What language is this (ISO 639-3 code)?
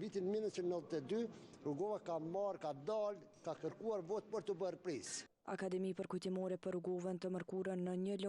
sqi